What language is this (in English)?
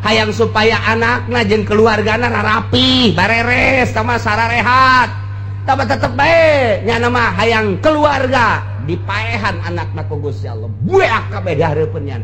Sundanese